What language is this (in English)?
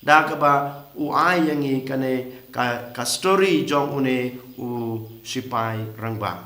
Khasi